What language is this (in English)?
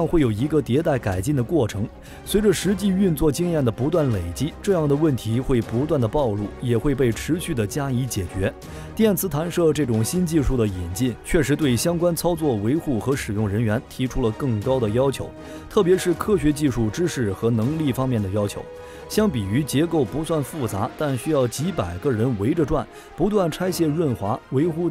Chinese